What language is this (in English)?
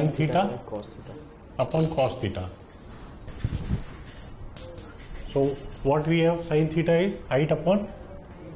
English